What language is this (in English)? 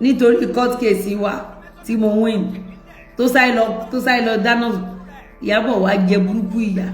Yoruba